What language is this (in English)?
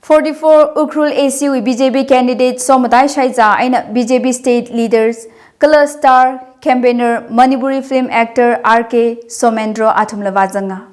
Tangkhul Naga (India)